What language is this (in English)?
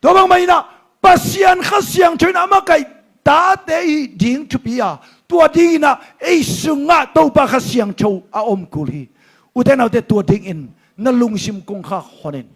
Tedim Chin